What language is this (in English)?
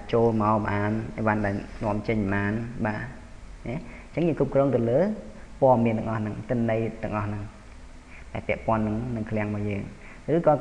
Khmer